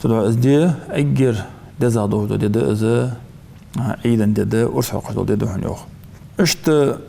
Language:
Ingush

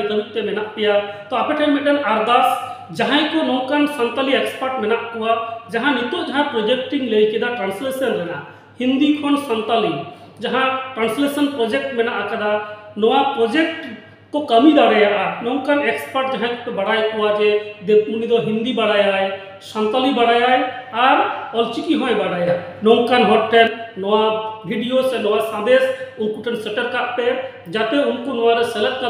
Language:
Santali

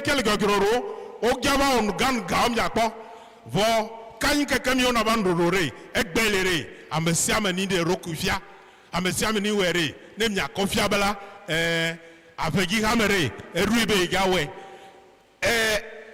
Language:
Ewe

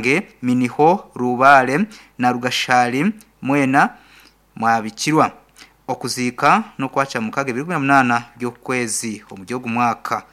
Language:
Nyankole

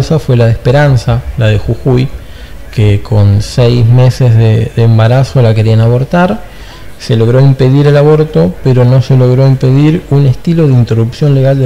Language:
Spanish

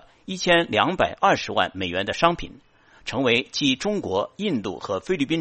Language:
Chinese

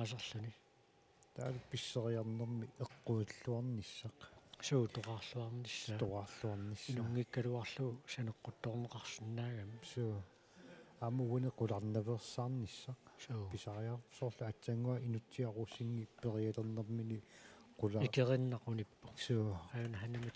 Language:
Kalaallisut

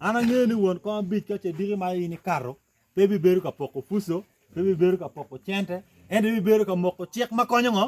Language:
Acoli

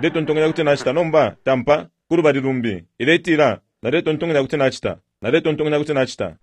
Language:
Bemba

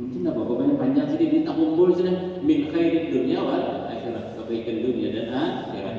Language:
Banjar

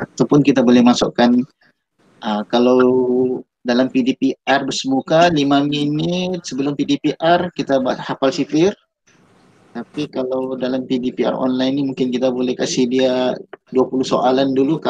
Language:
Malay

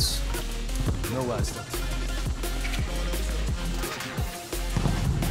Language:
Dutch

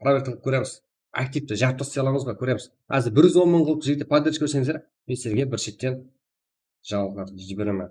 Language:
Kara-Kalpak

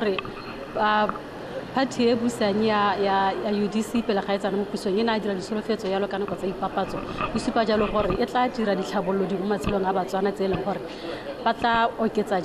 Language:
Tswana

